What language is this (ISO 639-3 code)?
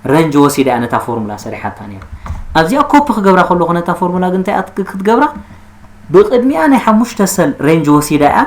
tir